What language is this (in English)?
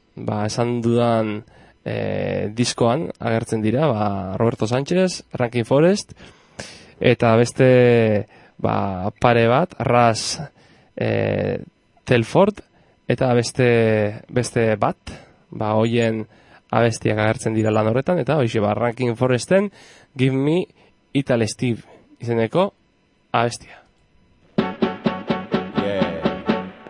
Basque